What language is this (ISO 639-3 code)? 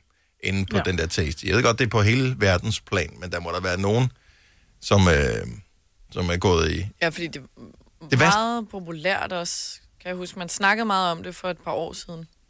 dan